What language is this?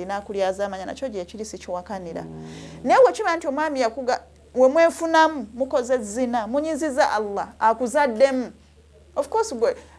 Ganda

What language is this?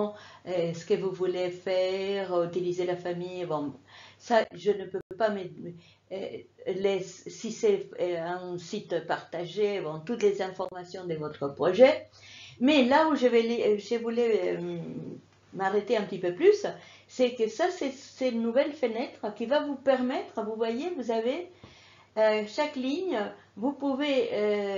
French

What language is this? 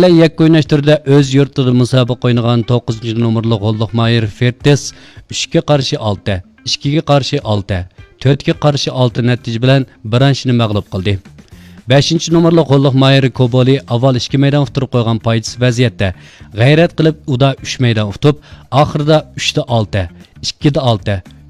Uyghur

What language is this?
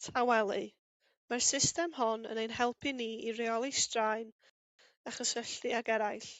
Welsh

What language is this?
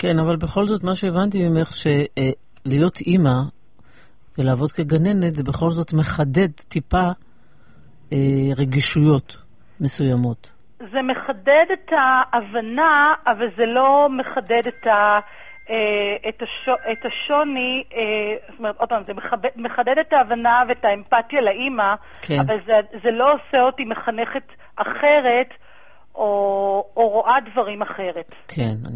Hebrew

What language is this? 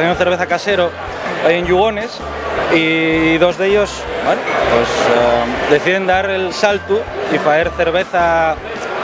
Asturian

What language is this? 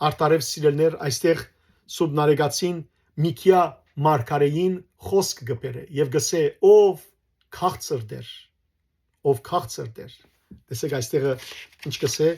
Western Armenian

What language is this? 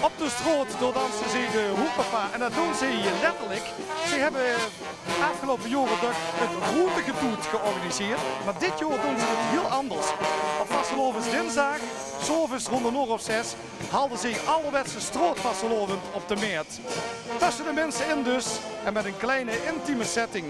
Limburgish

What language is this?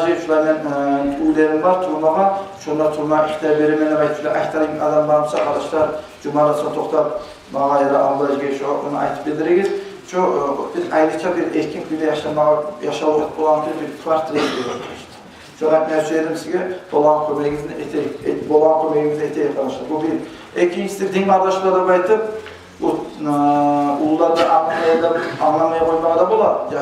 Kumyk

